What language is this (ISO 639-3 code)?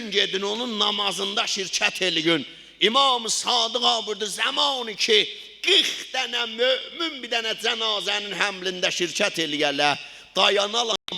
azb